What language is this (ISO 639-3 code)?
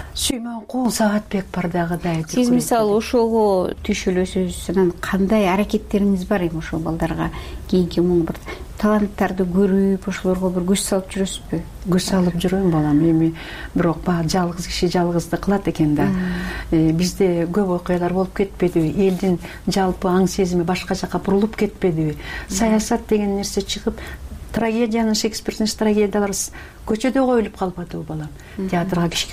kir